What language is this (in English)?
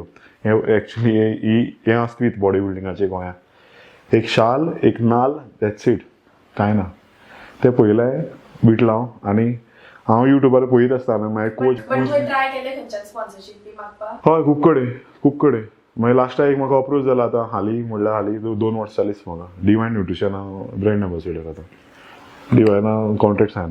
Konkani